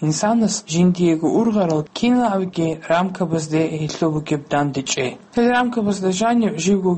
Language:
Avaric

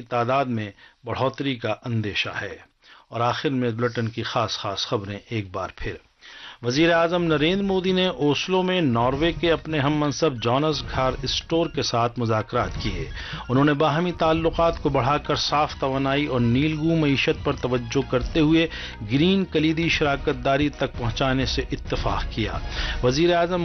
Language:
Urdu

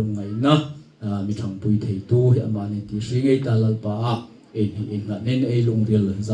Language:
Hmar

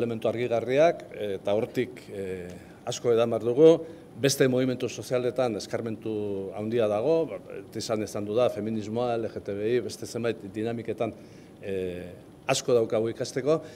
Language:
Basque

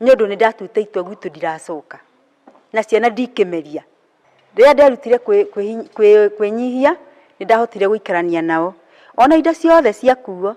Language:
Kikuyu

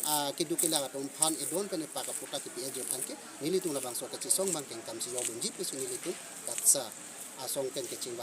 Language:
Karbi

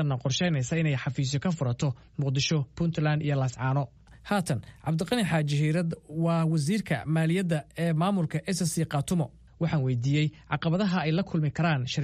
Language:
Somali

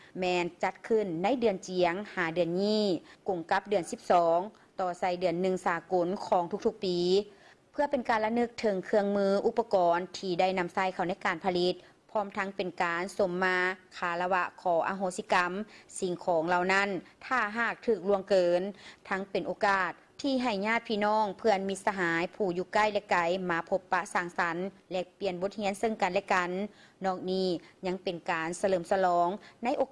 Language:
Lao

